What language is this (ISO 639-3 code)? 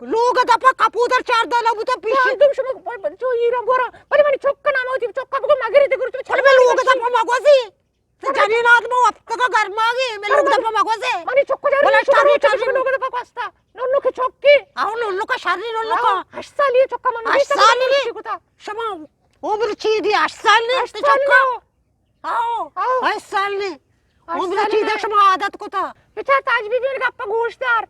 bgp